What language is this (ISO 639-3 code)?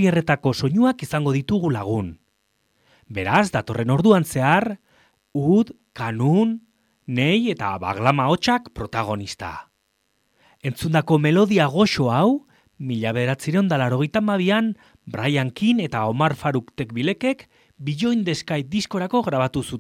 eus